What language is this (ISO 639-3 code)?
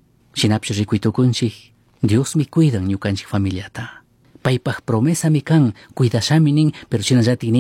qug